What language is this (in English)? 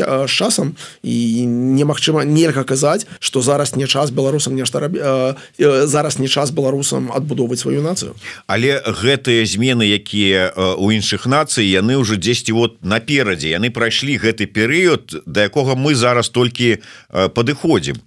Belarusian